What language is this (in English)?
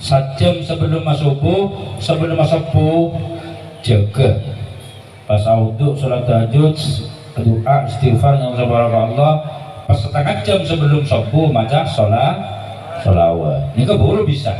Madurese